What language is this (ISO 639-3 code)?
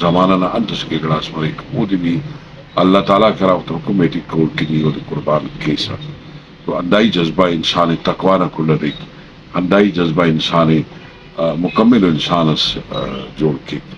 brh